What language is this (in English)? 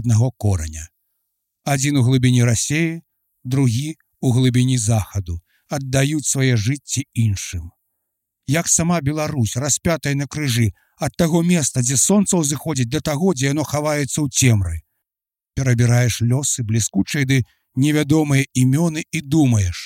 Belarusian